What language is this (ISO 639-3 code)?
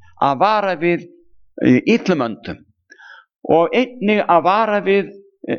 isl